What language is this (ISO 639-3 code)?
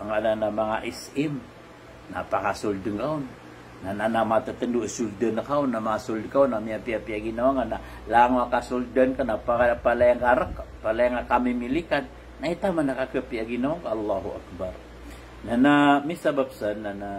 mrw